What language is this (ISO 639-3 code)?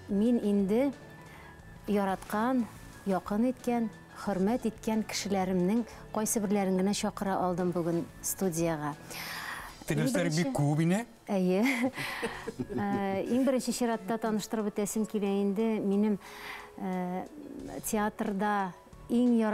bak